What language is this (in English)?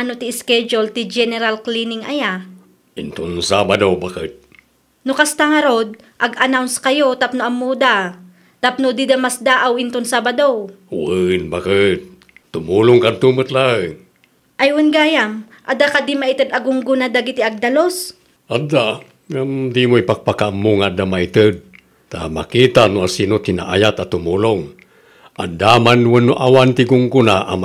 Iloko